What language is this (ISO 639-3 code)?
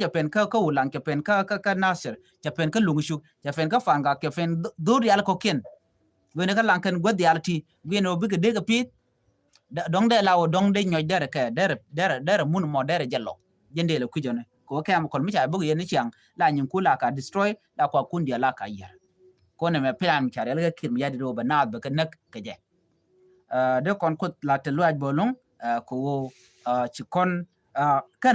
nus